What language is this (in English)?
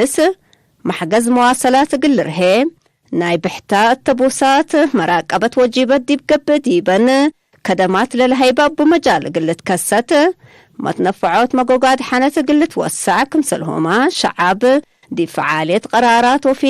Tigre